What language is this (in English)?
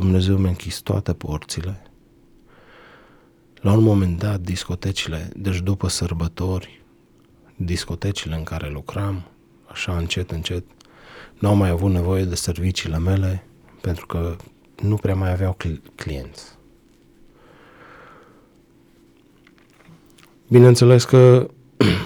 Romanian